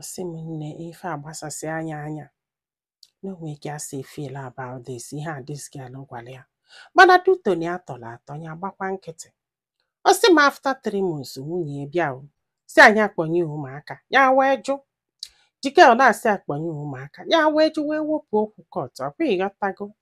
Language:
Igbo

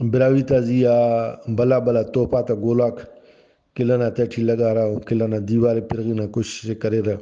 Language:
Brahui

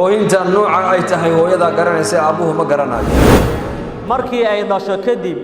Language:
Somali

